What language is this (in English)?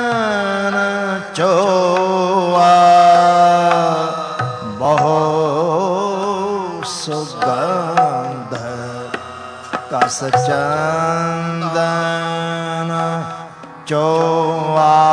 Punjabi